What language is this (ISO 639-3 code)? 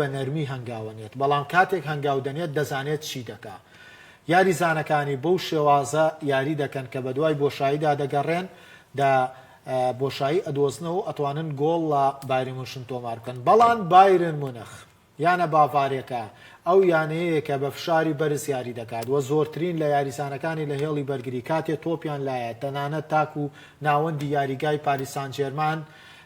ckb